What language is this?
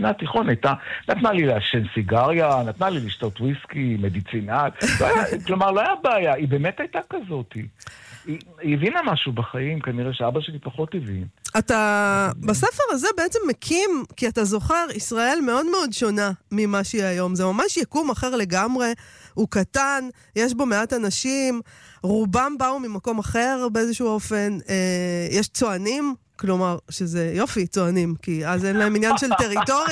Hebrew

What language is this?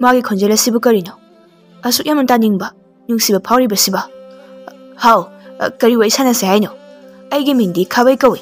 Manipuri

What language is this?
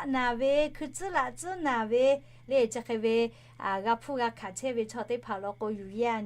Lahu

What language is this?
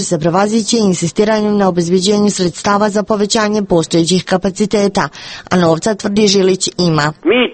Serbian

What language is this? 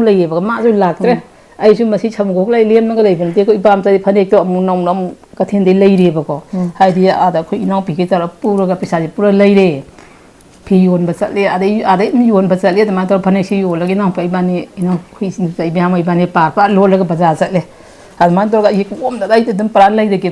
Manipuri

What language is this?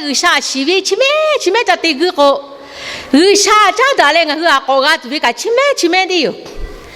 Lahu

